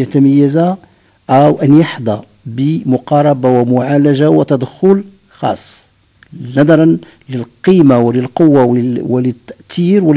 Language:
Arabic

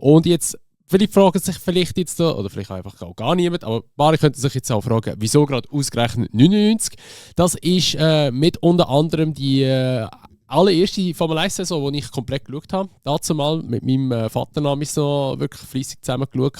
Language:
Swiss German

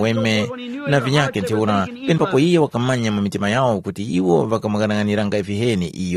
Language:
Tumbuka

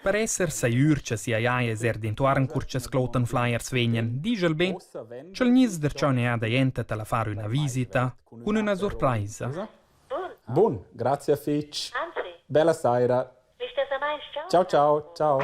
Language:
Romansh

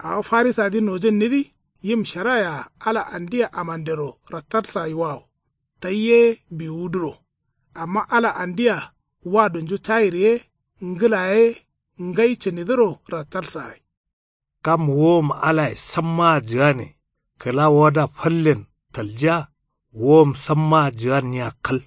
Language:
Kanuri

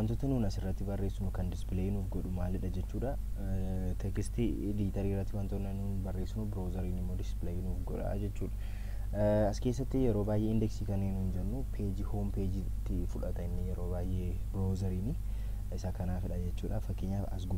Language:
Oromo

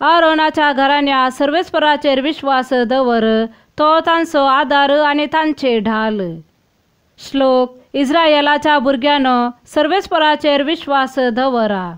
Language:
Konkani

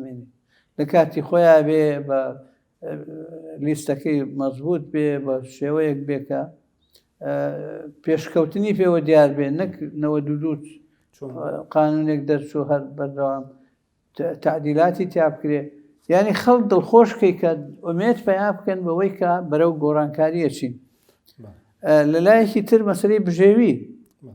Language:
Central Kurdish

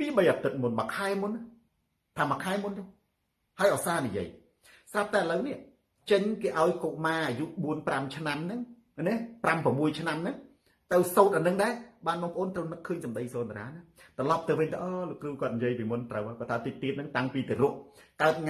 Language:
Khmer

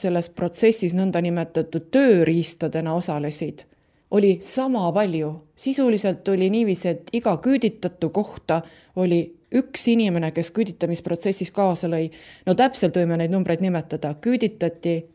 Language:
Estonian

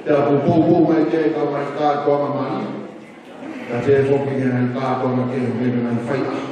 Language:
Tongan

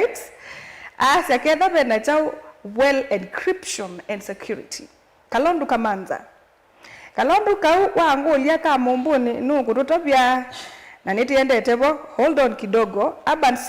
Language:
Kamba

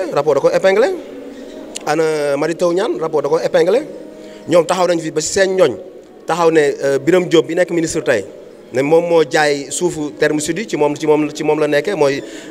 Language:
Wolof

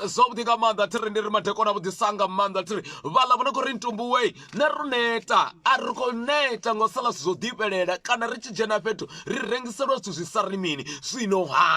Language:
Venda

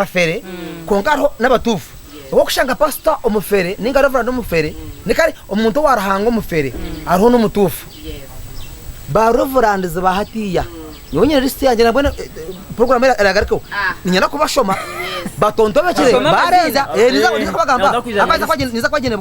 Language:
Nyankole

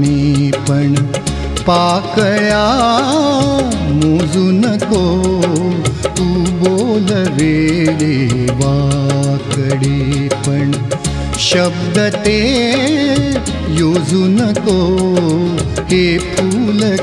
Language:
Marathi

